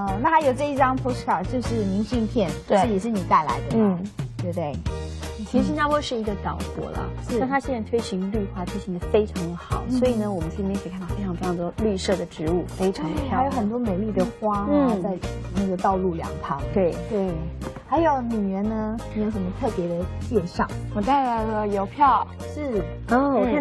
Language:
Chinese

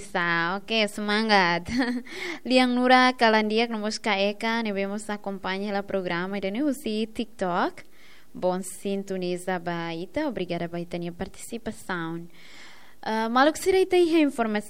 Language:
Tetum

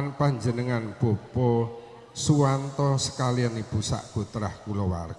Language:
Javanese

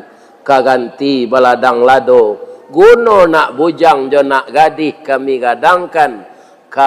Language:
Minangkabau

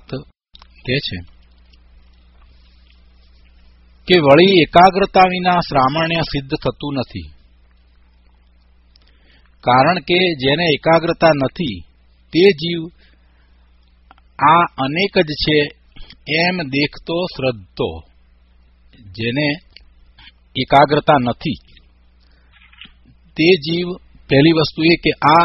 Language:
Gujarati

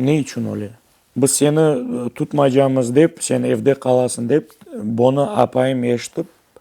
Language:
Crimean Tatar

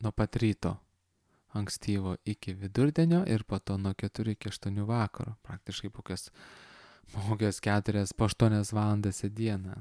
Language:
Lithuanian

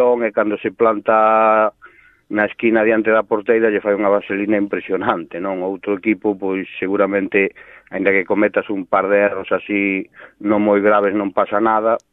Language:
Galician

